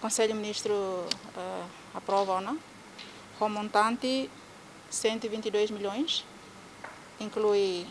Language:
Tetum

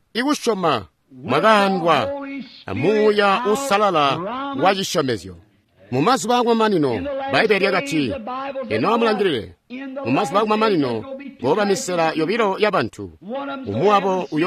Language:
Tonga (Zambia)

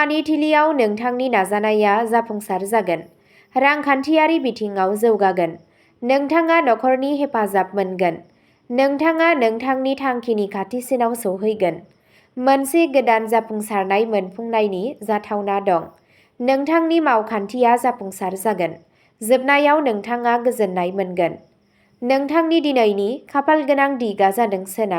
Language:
Bodo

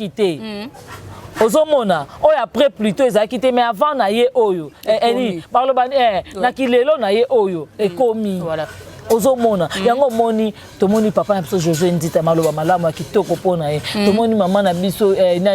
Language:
Lingala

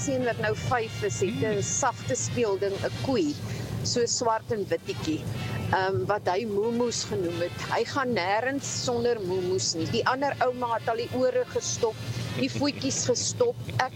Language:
Afrikaans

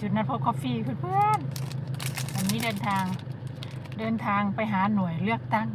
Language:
Lao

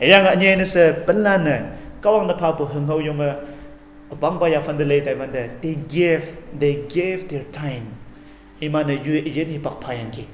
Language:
Konyak Naga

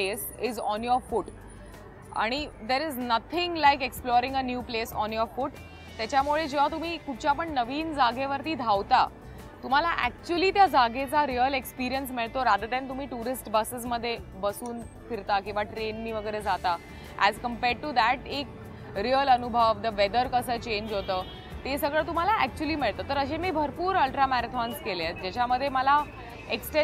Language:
Marathi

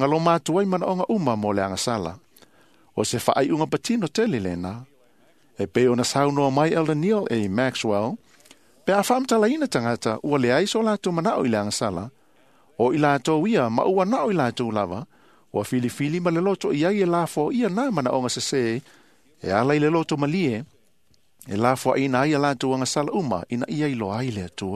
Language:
Samoan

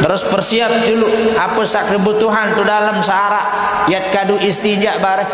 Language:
Sasak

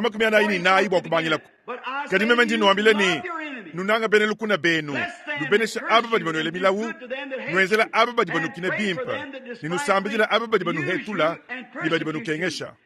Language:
Luba-Lulua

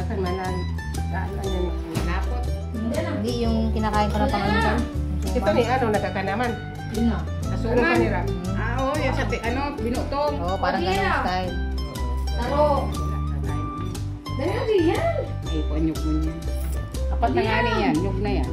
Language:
Bikol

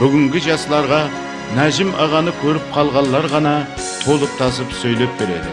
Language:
Kara-Kalpak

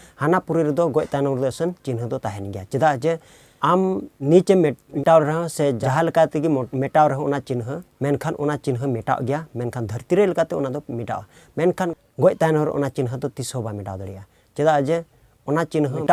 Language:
Santali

